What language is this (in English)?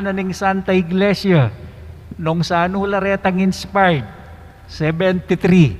Pampanga